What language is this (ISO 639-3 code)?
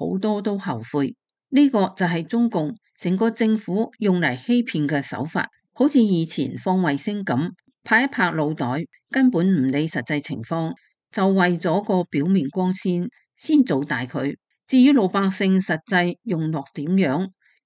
yue